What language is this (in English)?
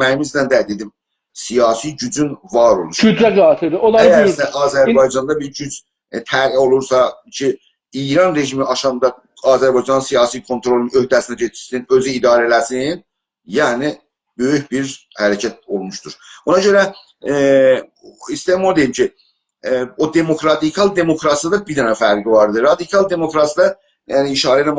South Azerbaijani